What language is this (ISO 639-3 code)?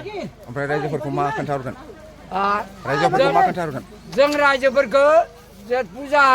brx